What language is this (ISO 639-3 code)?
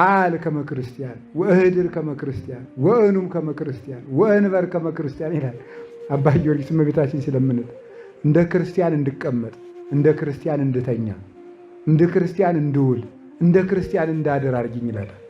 amh